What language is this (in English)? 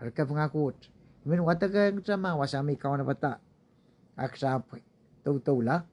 Pohnpeian